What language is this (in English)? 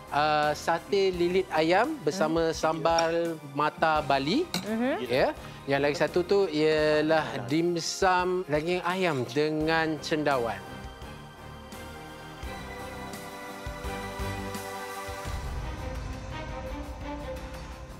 Malay